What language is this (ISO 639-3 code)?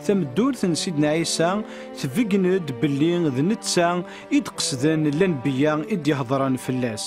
kab